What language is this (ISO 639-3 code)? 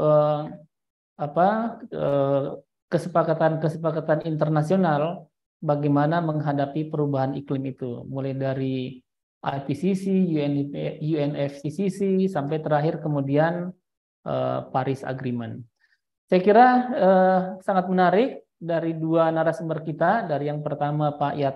ind